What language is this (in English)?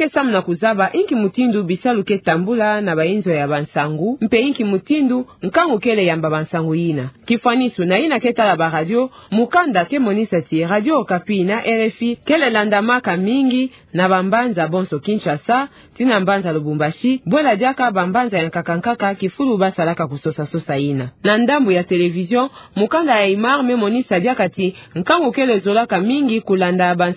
Kituba (Democratic Republic of Congo)